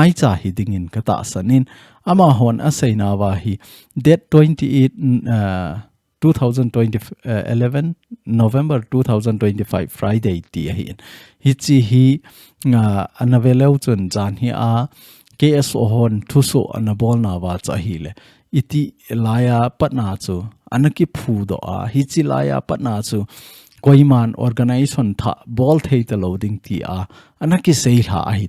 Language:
Thado Chin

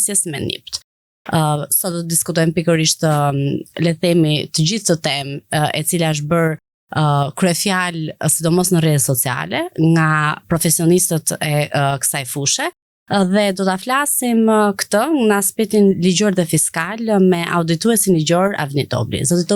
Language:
Albanian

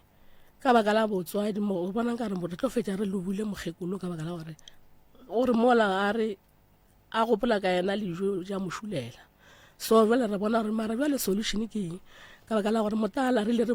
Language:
Northern Sotho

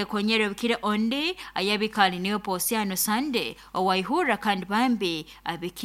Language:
Nyankole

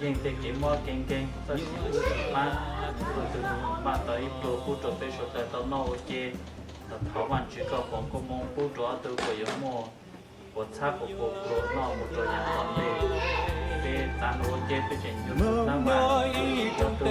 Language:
Hmong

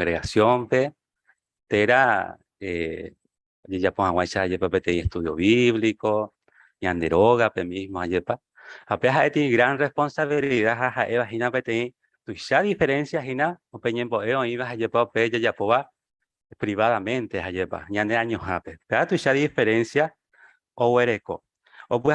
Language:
Guarani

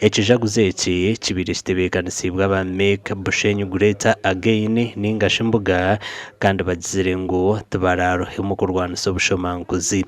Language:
Nyankole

